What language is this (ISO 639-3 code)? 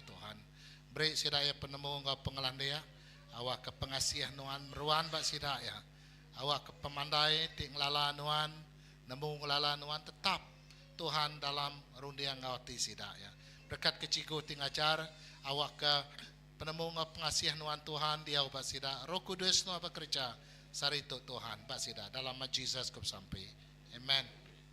iba